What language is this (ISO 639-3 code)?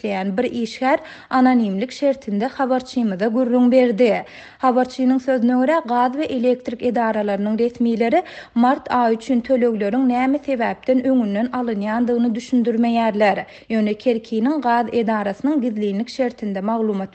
tuk